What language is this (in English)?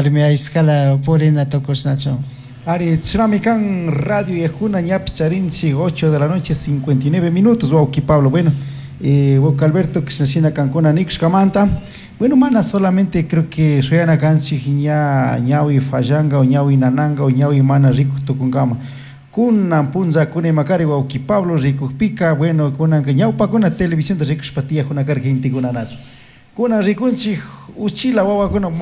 Chimborazo Highland Quichua